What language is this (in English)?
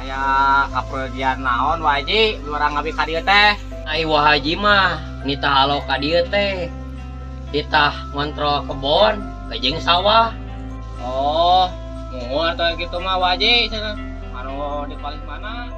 Sundanese